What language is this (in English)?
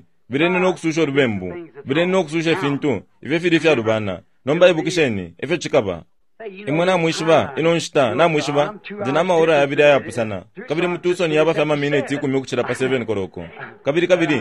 Bemba